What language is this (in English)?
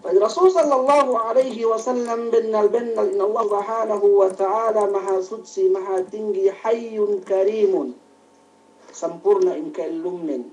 Yakan